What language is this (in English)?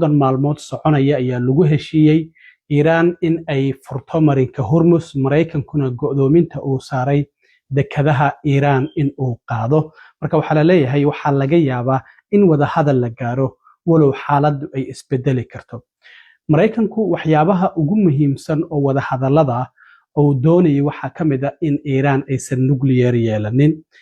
Somali